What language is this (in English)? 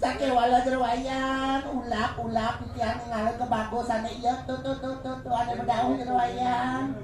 Balinese